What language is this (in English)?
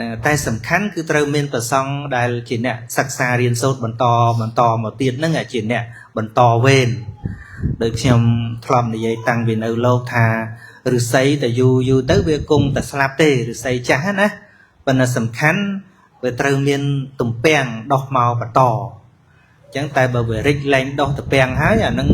Khmer